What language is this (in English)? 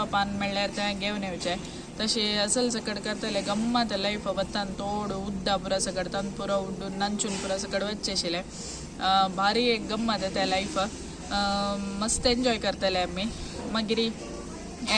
Konkani